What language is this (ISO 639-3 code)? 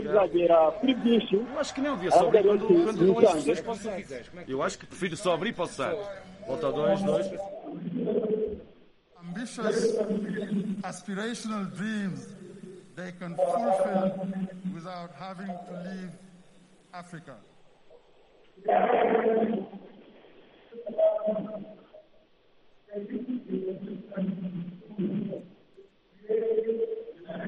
kin